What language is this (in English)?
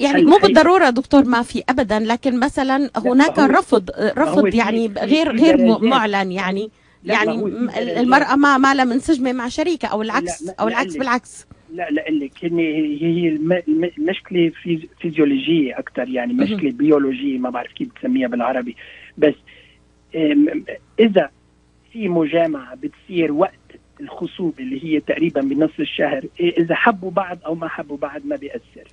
North Levantine Arabic